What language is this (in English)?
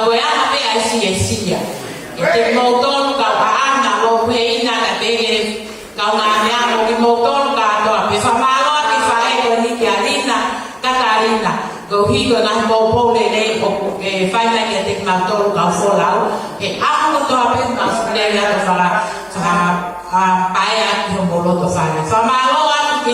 Tongan